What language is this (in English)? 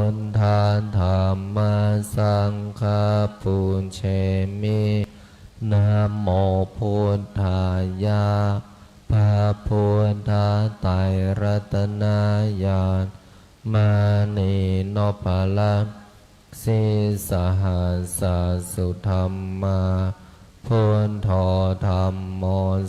Pali